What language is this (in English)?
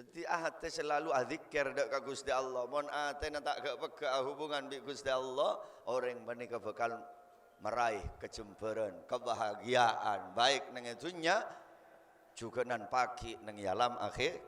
Madurese